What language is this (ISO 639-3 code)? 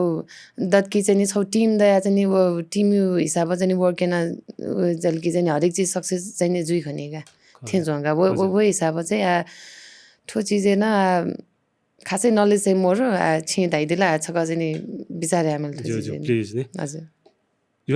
new